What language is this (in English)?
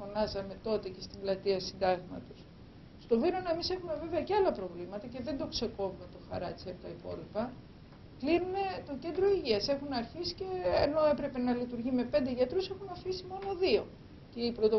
Greek